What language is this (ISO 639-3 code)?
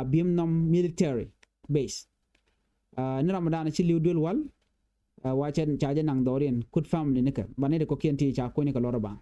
nus